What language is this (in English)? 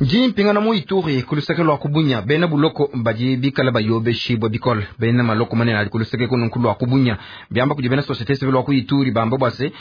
Luba-Lulua